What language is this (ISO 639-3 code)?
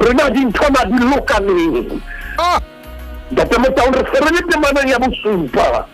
sot